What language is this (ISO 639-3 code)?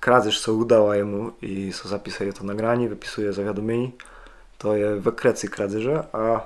csb